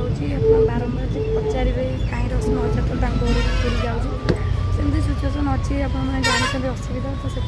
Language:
Odia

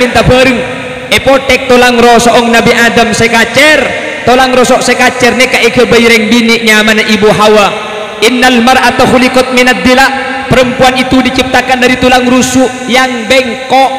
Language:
Madurese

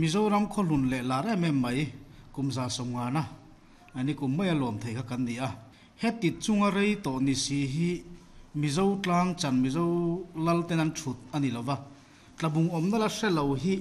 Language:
Mizo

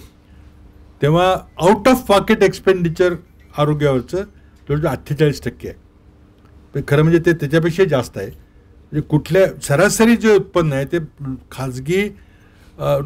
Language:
Marathi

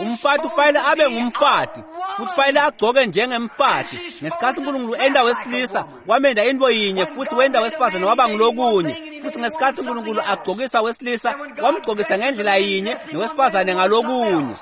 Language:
Swati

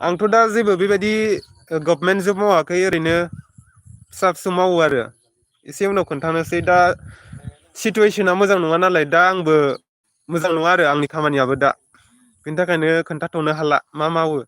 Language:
Bodo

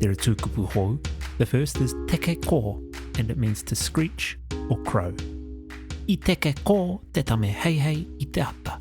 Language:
Māori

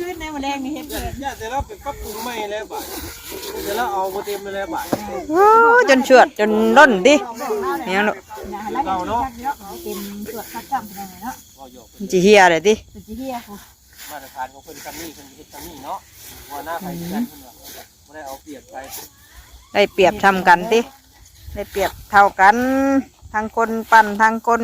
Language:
Northeastern Thai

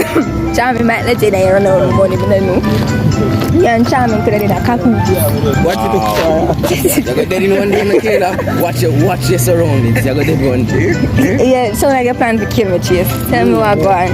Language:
Jamaican Creole English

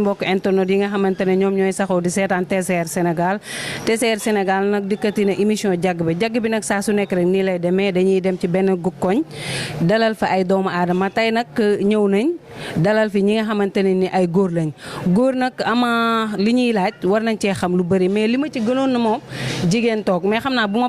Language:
Wolof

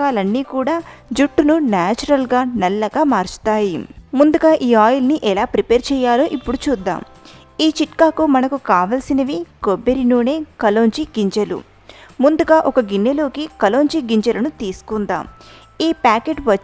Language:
Telugu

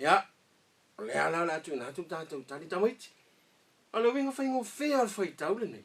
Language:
Samoan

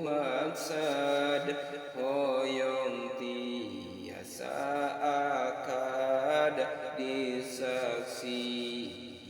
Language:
Sundanese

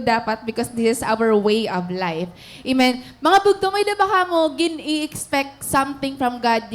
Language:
Waray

